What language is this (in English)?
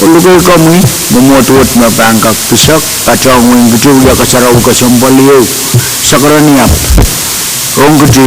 Pohnpeian